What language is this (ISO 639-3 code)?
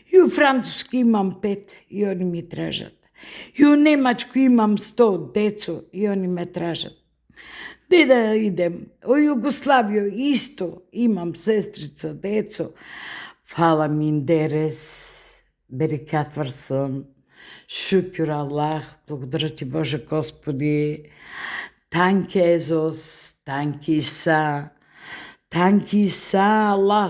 mkd